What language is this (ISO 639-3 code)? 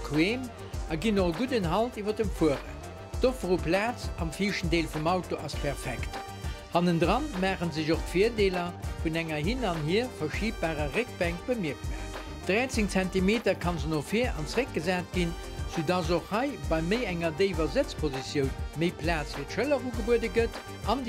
ltz